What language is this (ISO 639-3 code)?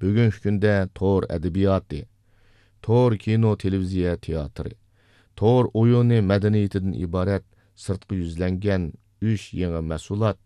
uig